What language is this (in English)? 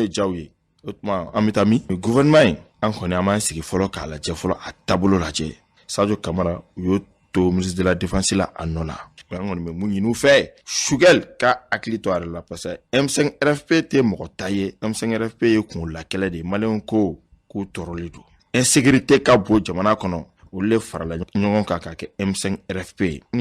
Bambara